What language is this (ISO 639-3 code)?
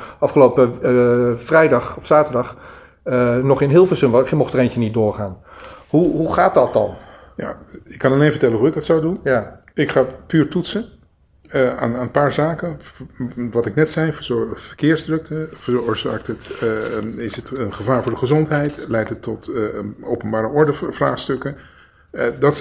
nld